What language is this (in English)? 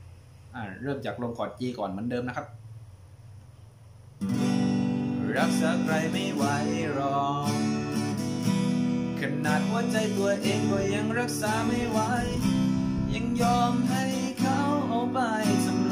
Thai